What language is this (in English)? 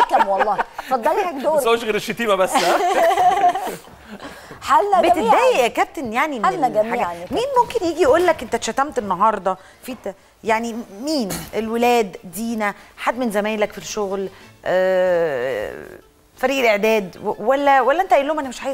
Egyptian Arabic